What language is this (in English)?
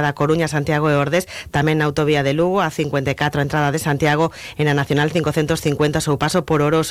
Galician